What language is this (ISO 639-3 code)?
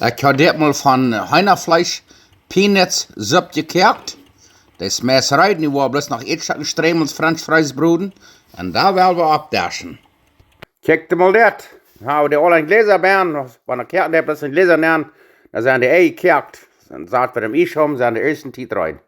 pdt